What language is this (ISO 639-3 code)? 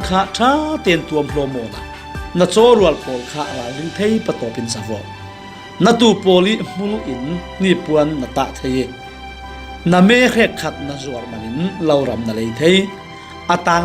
cfm